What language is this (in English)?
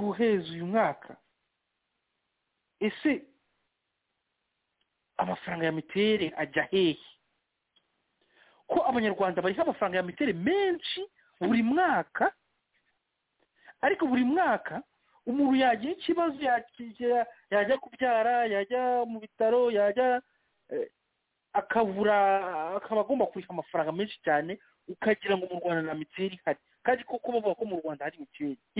Kinyarwanda